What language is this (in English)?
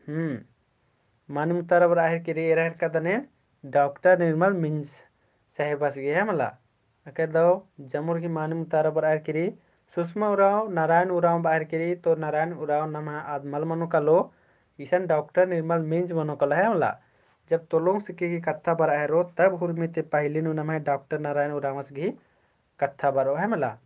Kurukh